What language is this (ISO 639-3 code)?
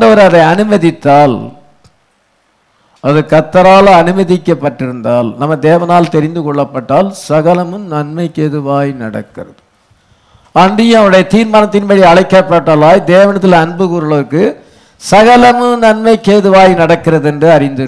tam